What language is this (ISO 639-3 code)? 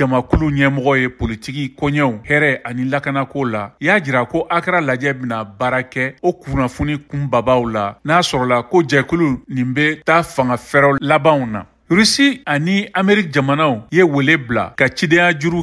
bam